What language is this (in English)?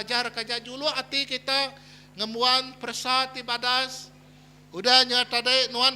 Iban